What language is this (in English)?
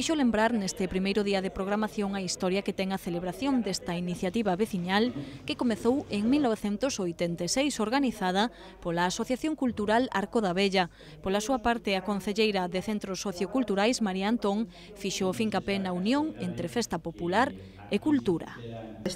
Galician